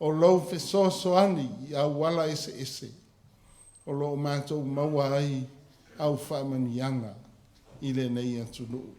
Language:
Samoan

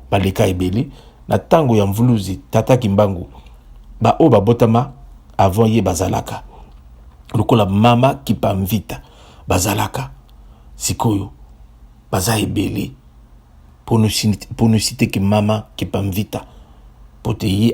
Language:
Lingala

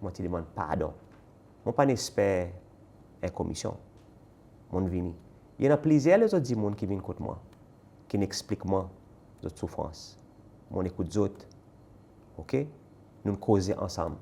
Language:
Seselwa Creole French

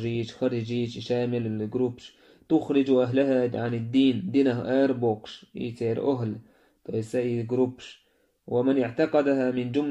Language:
Chechen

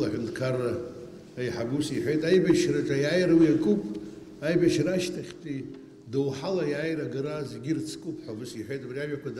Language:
Abkhazian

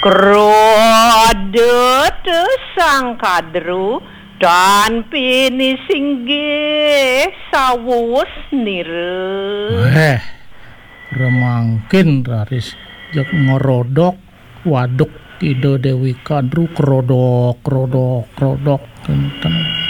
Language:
Balinese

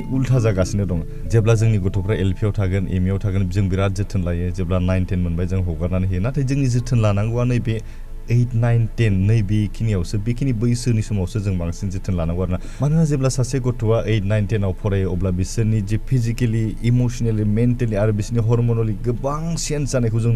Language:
Bodo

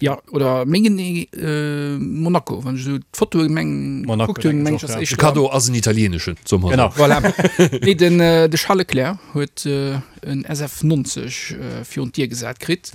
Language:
Luxembourgish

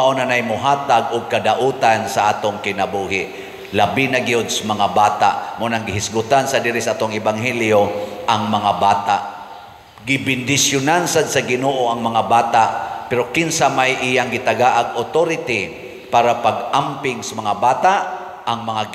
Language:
Cebuano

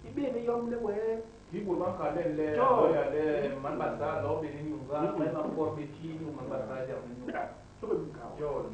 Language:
Basaa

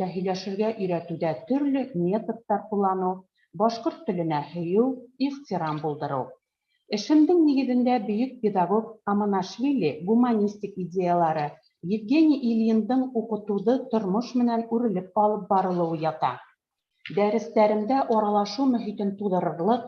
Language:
Bashkir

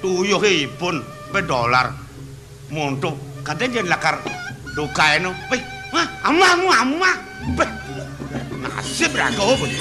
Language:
Balinese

